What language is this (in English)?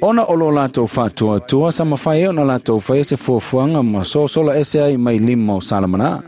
Samoan